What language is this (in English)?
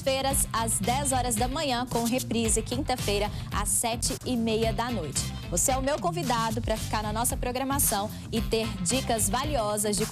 Portuguese